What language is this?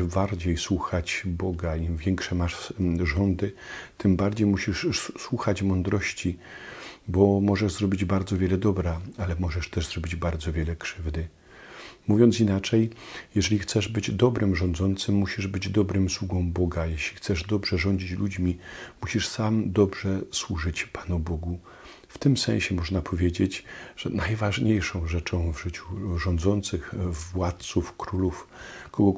Polish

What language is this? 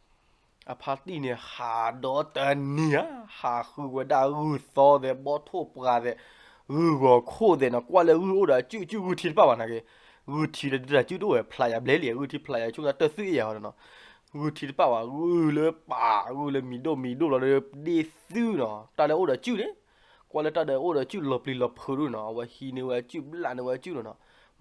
S'gaw Karen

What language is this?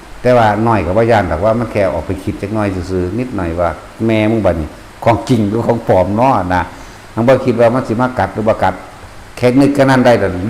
Northeastern Thai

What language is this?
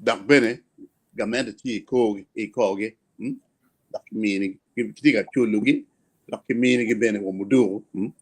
Acoli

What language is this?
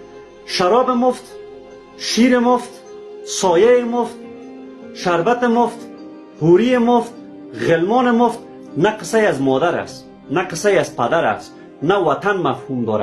Persian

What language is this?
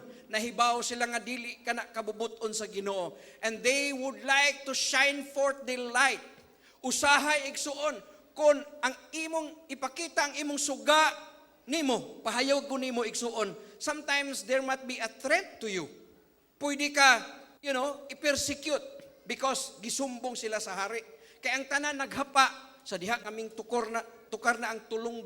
Cebuano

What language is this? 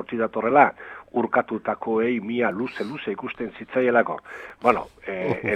Basque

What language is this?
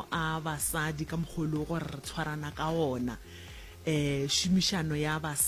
Northern Sotho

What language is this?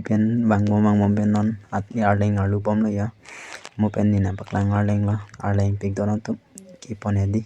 Karbi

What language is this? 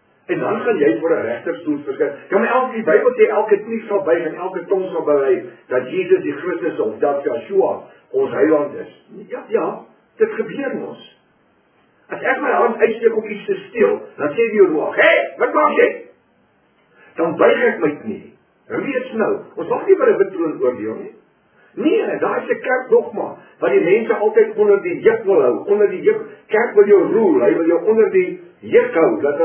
Afrikaans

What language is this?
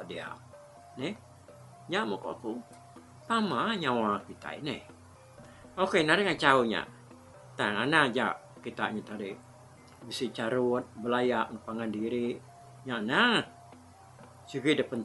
Iban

